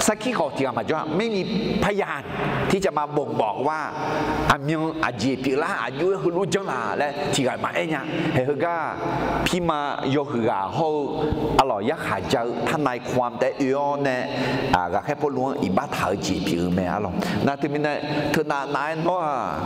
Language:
Akha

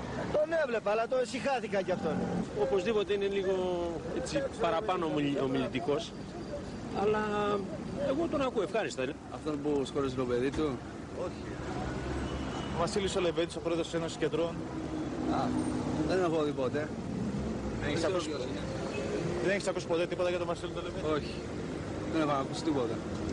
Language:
Greek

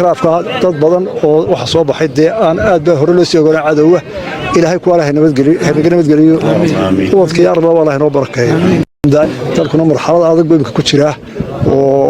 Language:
Somali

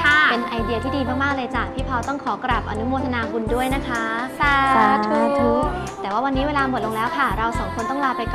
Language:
Thai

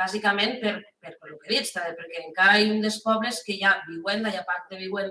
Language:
Occitan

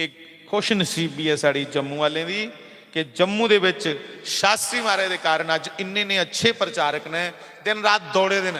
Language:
Dogri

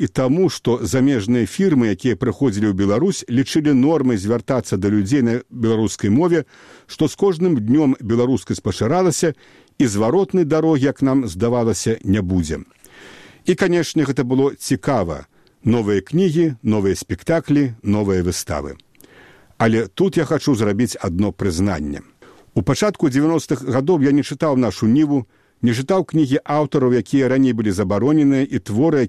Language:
Belarusian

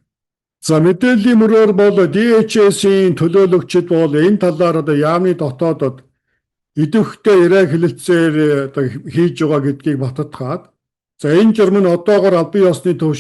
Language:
Mongolian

